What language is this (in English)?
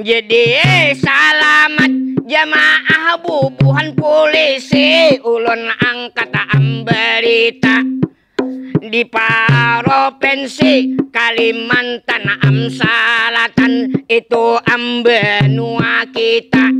Banjar